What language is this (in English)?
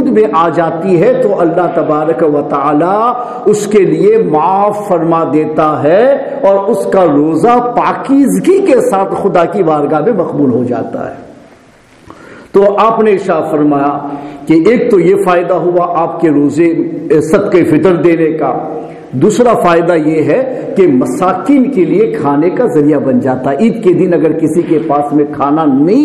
Urdu